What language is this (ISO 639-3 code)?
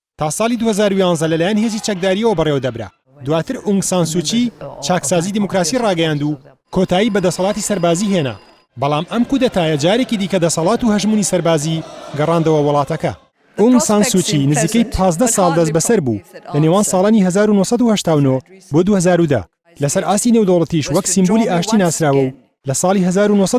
ckb